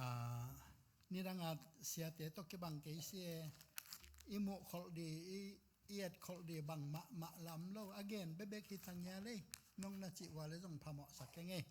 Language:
Tedim Chin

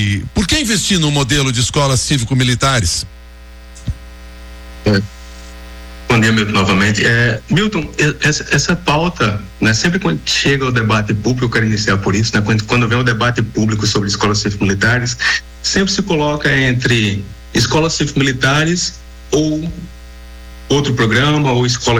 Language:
Portuguese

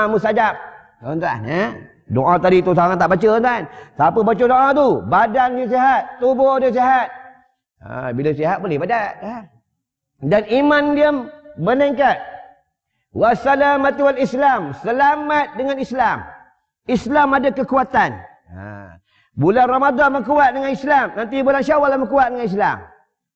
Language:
Malay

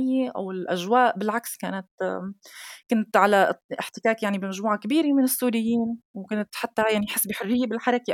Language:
North Levantine Arabic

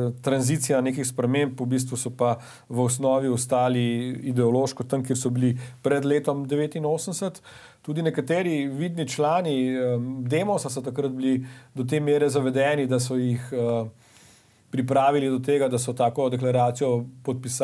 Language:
Slovenian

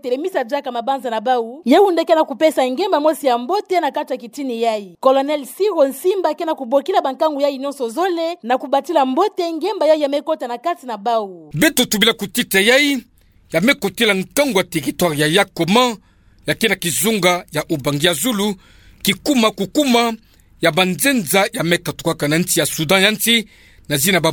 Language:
Kituba (Democratic Republic of Congo)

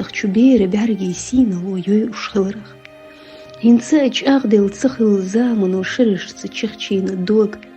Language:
Chechen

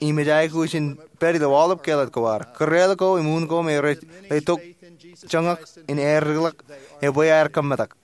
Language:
Marshallese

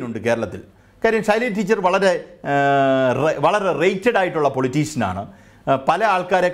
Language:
Malayalam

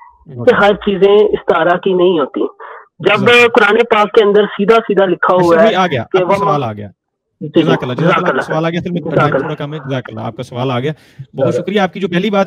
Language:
Urdu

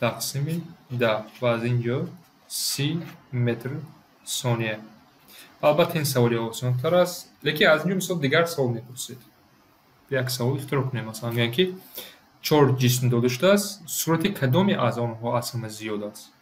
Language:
Tajik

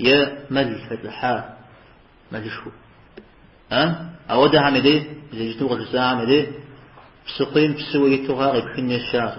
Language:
Kabardian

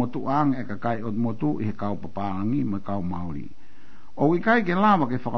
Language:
Tongan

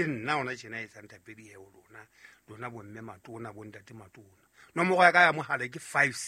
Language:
Southern Sotho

